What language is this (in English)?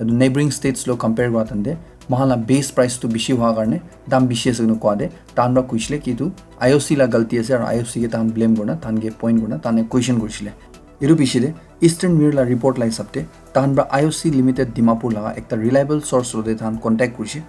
Naga Pidgin